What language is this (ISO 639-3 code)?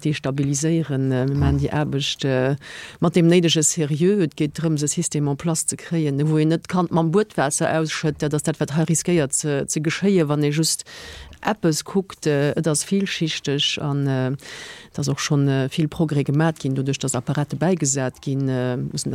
ltz